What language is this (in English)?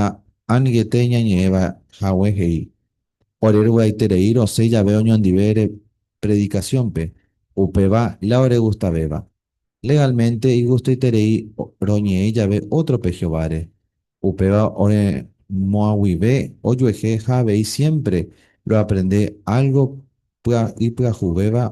Guarani